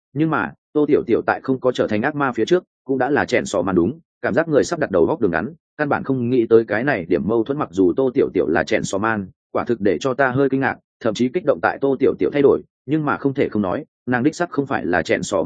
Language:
Vietnamese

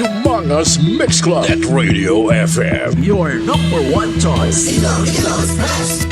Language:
Hiligaynon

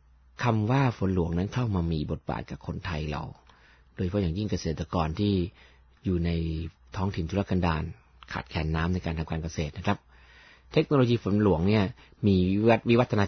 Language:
Thai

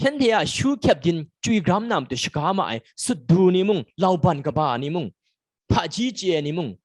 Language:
Kachin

